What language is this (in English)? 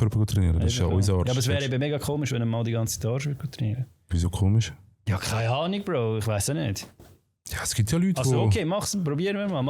Swiss German